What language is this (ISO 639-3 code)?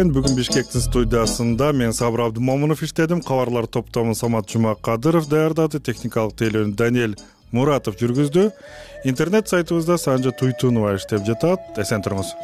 kir